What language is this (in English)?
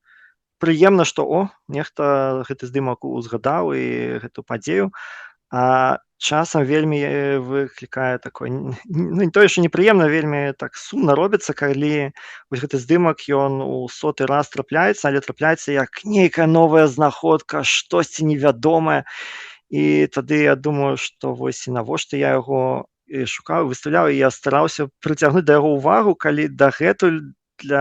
Belarusian